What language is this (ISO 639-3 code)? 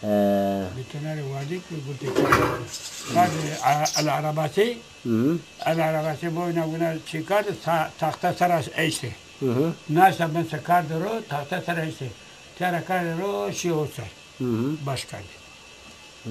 zza